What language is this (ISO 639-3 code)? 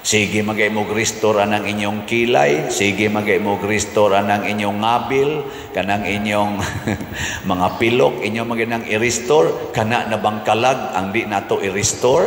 ceb